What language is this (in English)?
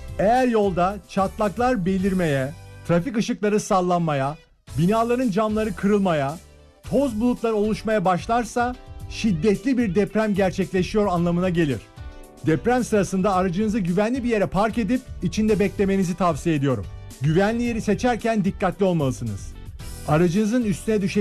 Turkish